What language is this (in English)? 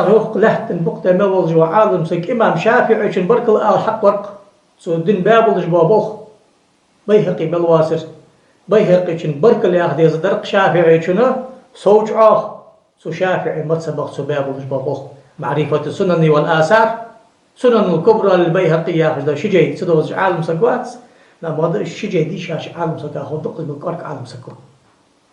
Ingush